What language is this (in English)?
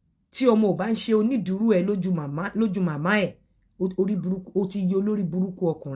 Yoruba